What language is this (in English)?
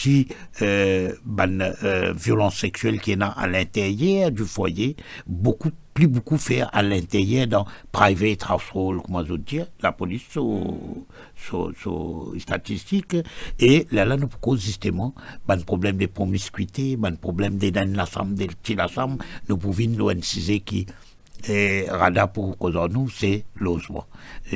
Morisyen